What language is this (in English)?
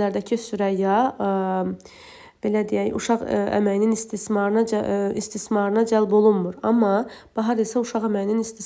Azerbaijani